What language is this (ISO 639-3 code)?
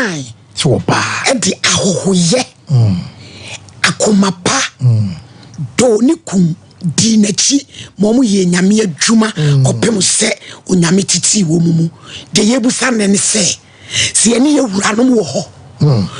aka